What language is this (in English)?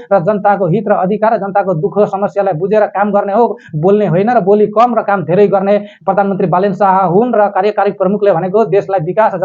Nepali